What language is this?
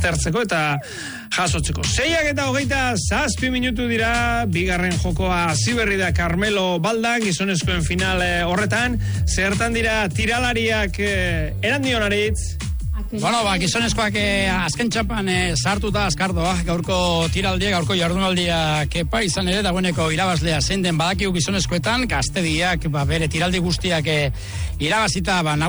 Basque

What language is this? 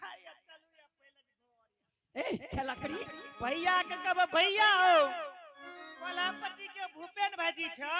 Angika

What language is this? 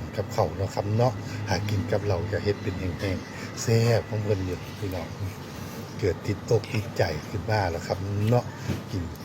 Northeastern Thai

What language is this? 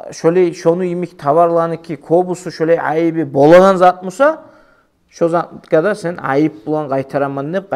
Kumyk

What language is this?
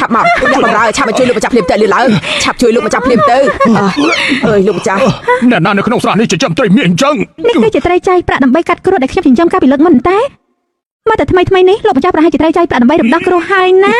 Khmer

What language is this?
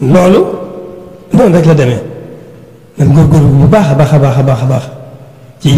Wolof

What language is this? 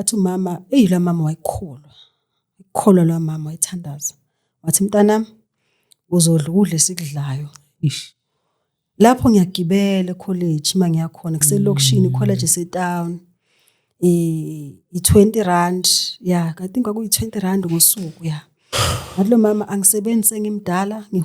Zulu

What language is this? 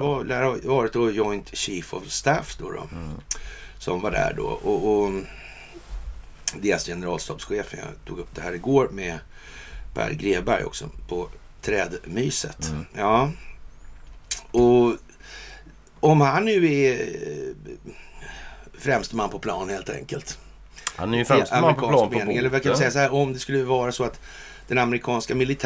Swedish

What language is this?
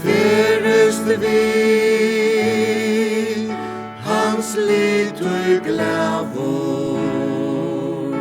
Faroese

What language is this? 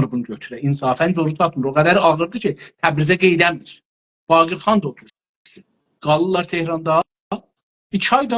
South Azerbaijani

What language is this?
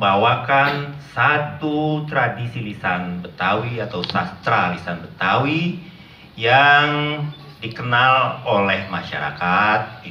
Betawi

